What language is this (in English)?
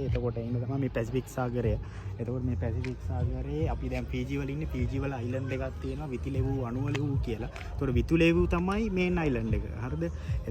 Sinhala